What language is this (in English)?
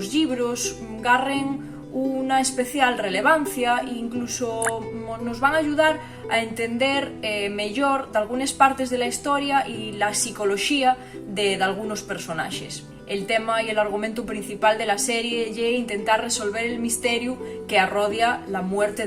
Asturian